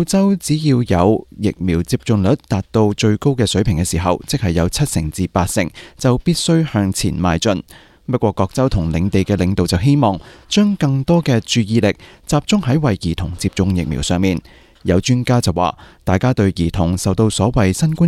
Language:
Cantonese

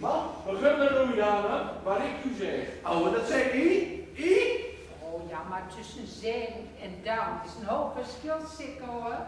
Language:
Gronings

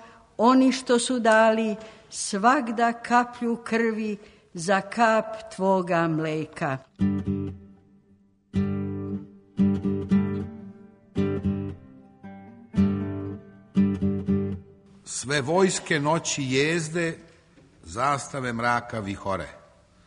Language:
Serbian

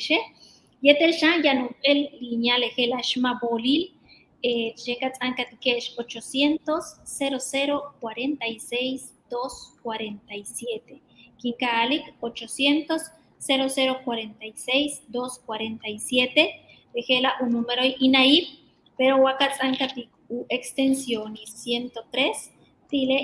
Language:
Yucateco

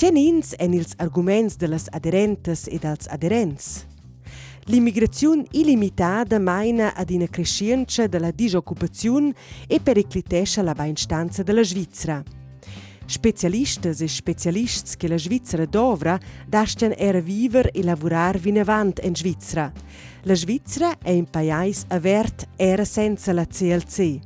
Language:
Romansh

